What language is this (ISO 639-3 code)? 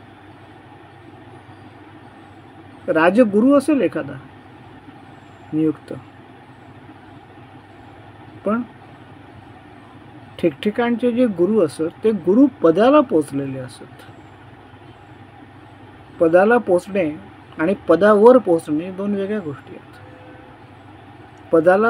mar